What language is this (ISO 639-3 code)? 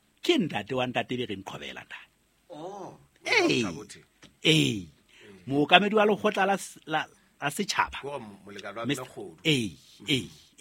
sot